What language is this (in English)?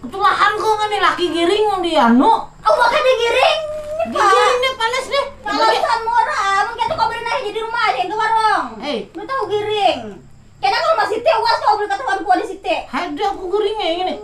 Banjar